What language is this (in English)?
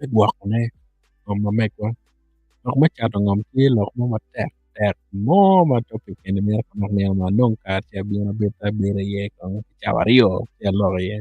Acoli